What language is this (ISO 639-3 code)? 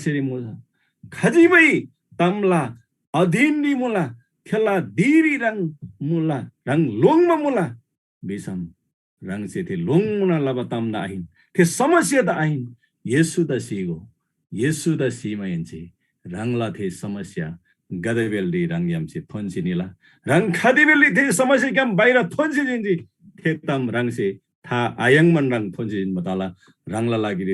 taj